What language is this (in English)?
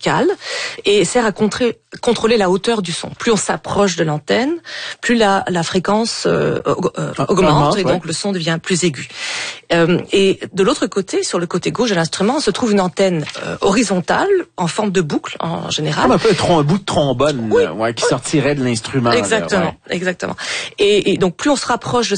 French